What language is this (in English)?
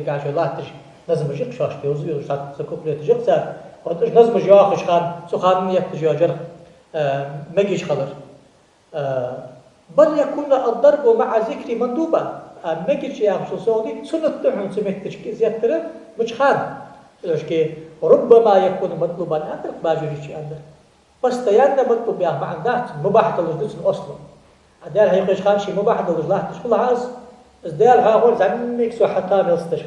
Ingush